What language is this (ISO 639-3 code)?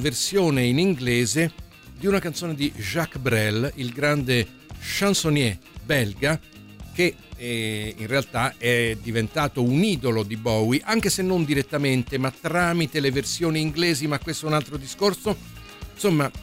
ita